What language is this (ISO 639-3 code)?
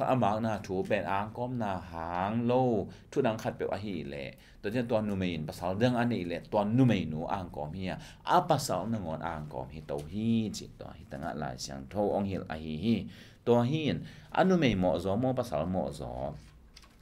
ctd